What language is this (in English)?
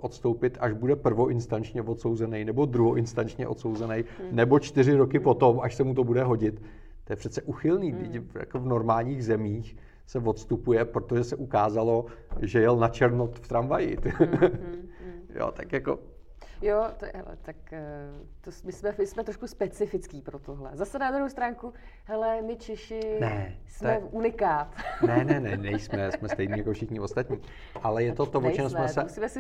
Czech